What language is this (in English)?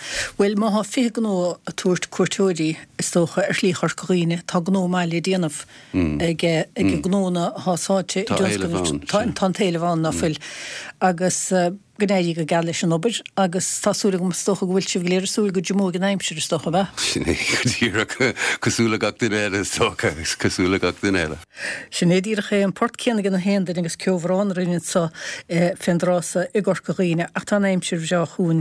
Irish